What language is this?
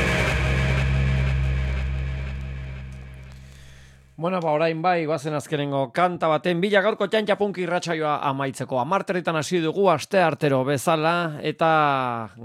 Basque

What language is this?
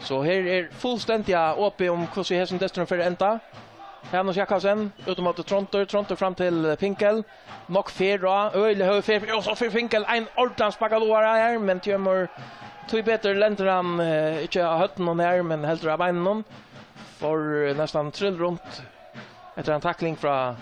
Faroese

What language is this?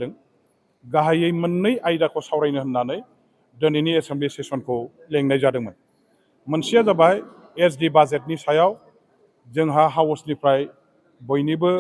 Bodo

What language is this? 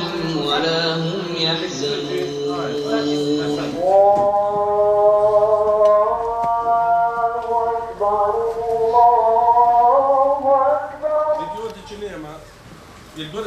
Bosnian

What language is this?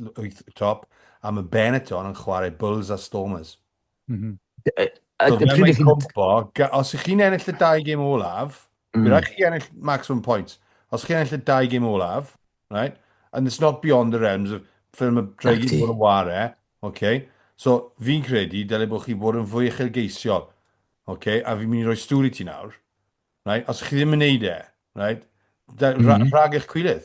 Welsh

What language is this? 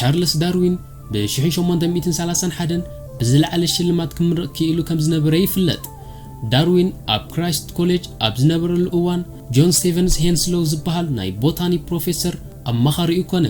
Tigrinya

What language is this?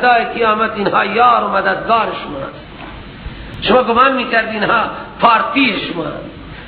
Persian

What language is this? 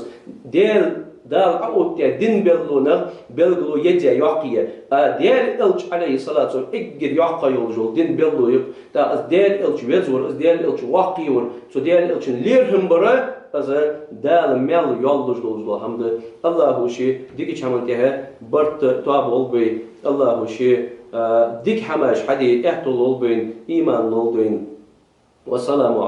Ingush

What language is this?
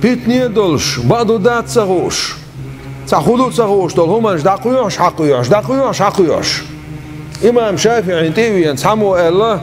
Chechen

